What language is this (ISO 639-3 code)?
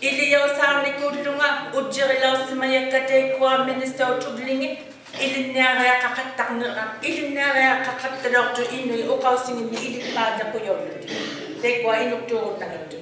iku